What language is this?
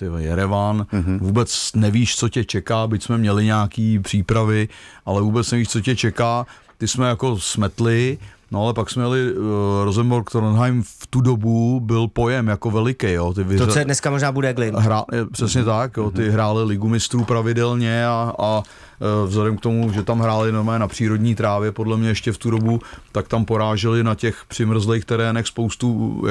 Czech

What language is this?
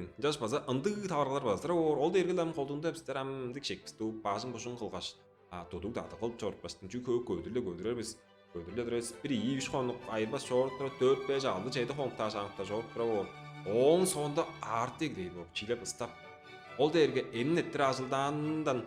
Tuvinian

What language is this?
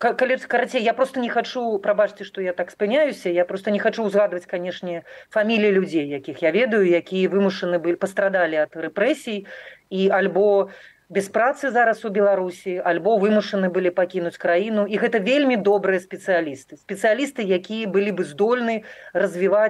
Belarusian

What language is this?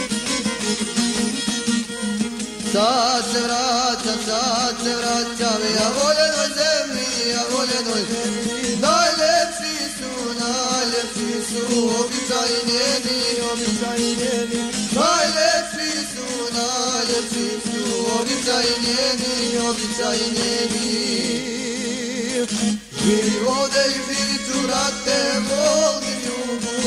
Croatian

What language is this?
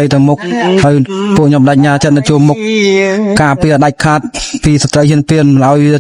Khmer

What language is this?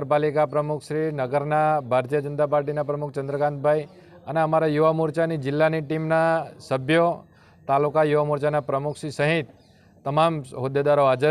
Gujarati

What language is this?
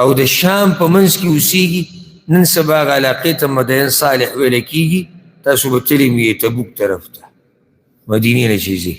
Pashto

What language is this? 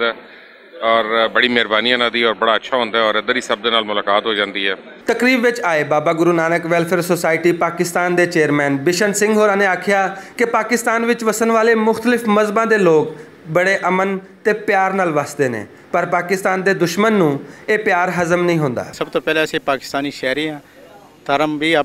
Western Panjabi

